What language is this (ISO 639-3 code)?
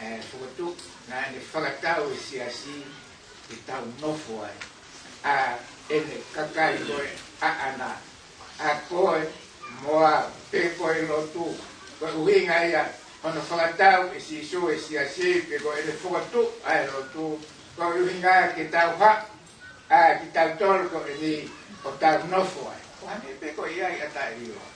ton